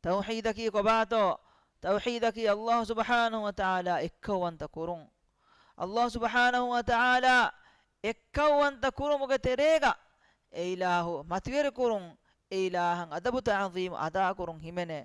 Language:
Divehi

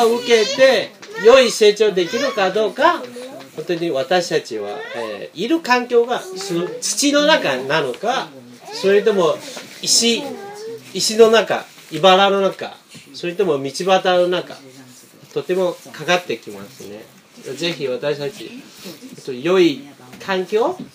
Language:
Japanese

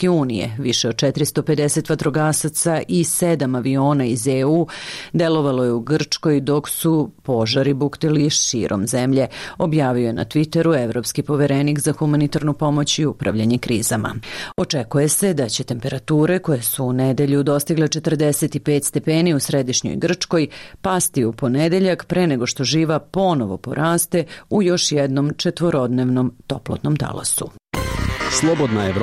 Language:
Serbian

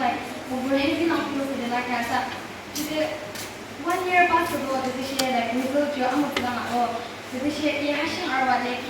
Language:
Yimchungru Naga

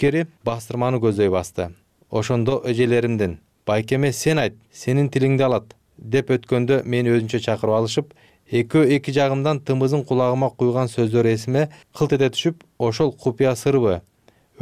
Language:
Kyrgyz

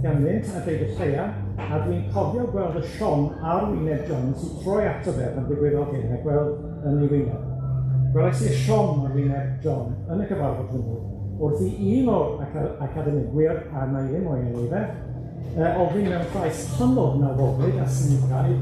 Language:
Welsh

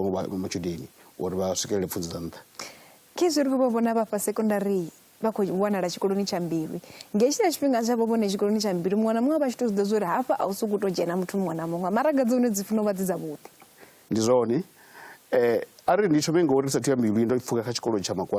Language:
Venda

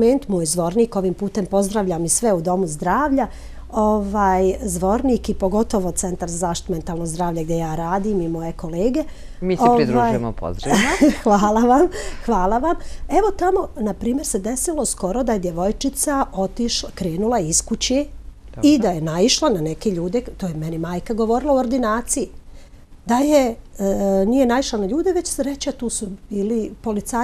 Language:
Serbian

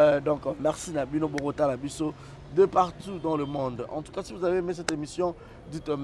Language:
Lingala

